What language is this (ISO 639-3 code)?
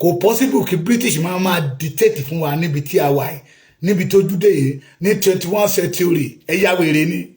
yor